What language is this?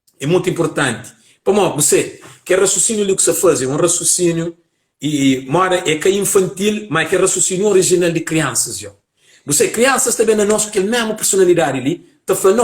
Kabuverdianu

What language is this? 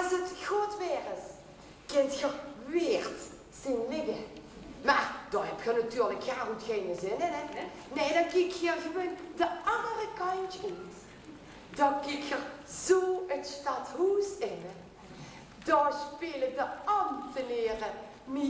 Limburgish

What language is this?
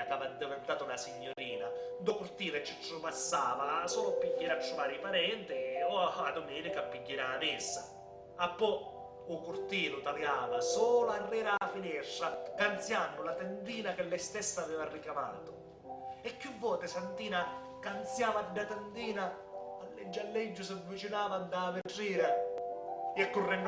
Sicilian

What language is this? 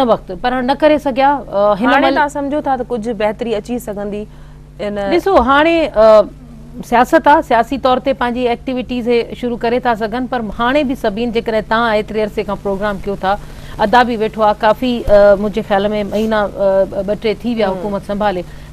Sindhi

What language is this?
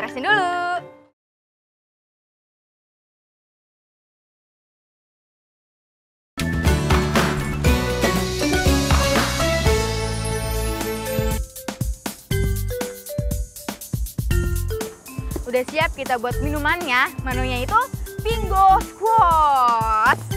Indonesian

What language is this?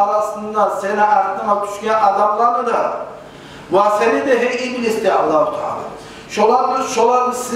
Kumyk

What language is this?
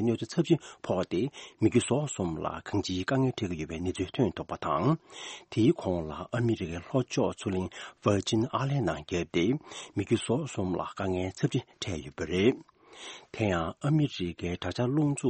Tibetan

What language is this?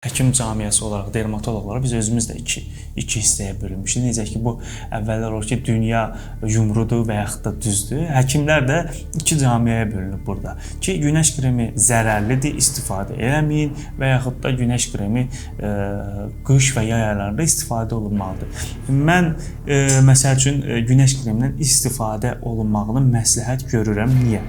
Azerbaijani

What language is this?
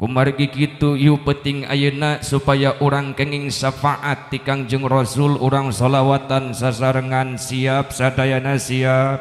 Sundanese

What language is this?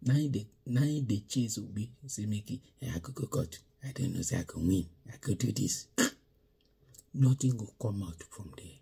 Nigerian Pidgin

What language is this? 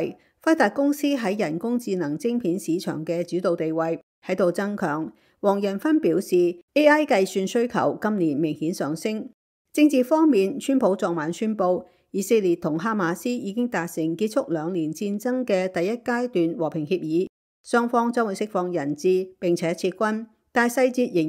Cantonese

